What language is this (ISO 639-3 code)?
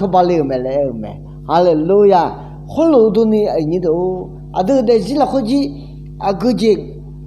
ahk